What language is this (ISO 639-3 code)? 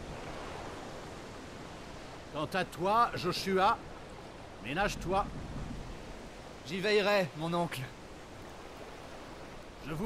fra